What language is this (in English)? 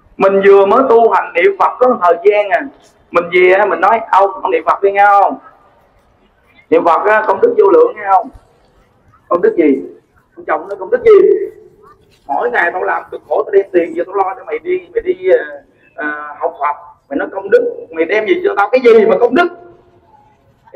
Vietnamese